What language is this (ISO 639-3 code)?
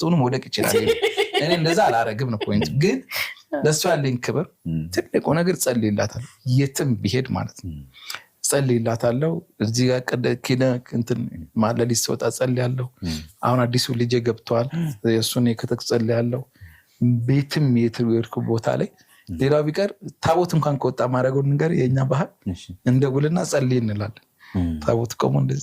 amh